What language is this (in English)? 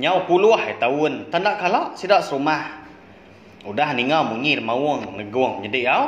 Iban